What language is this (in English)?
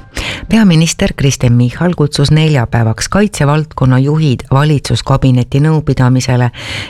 Estonian